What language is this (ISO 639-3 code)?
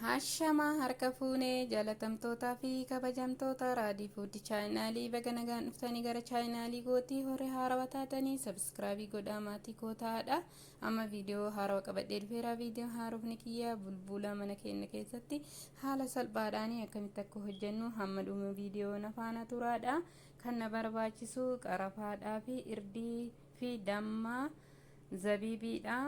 orm